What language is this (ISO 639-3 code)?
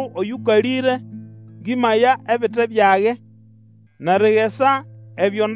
nnb